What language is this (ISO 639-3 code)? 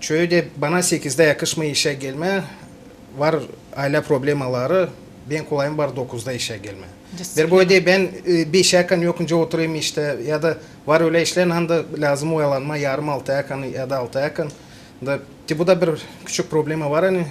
gag